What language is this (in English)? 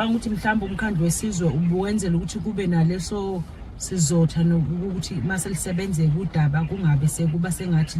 Zulu